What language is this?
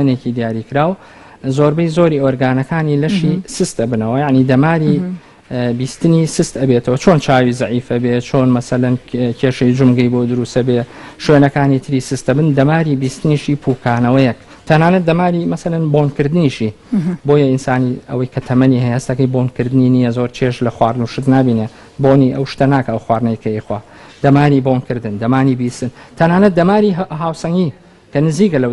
Central Kurdish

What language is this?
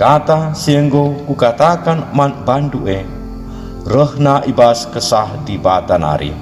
Batak Karo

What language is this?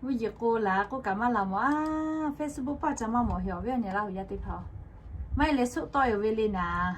Lahu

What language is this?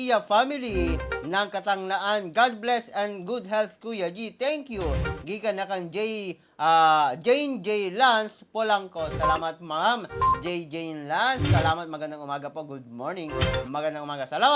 Cebuano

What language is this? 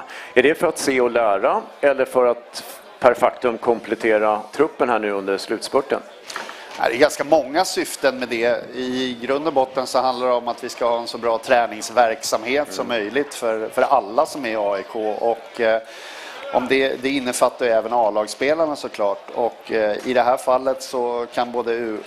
Swedish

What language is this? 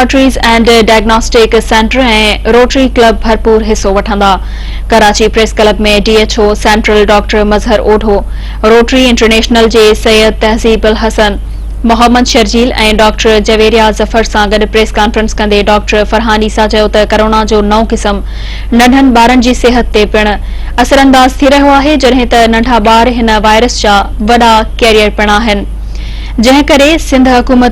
Sindhi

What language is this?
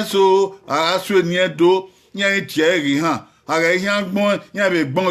Bini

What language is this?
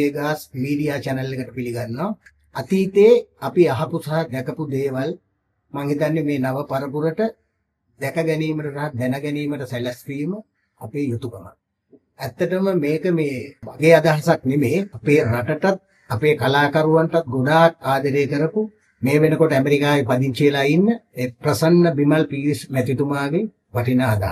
Sinhala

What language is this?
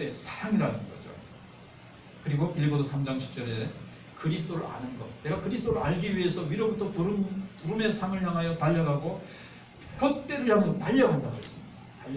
Korean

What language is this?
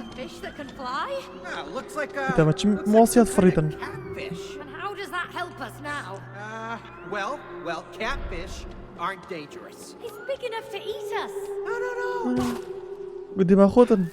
Kurdish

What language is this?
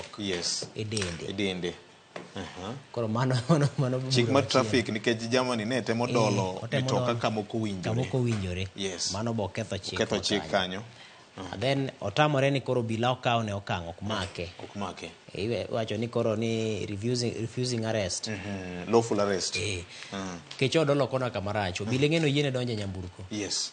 Luo (Kenya and Tanzania)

